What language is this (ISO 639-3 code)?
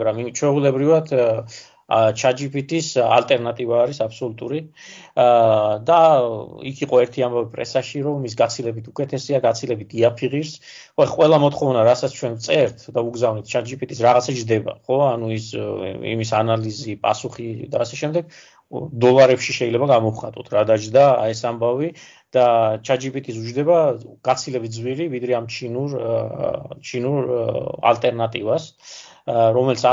kat